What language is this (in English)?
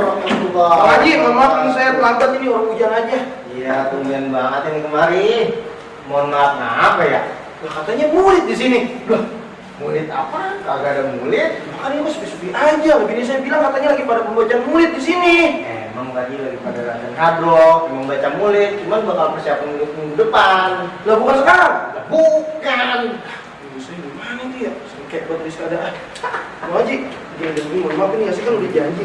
Betawi